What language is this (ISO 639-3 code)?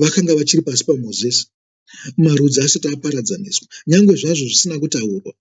sna